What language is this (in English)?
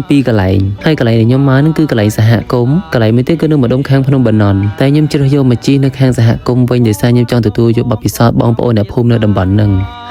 Khmer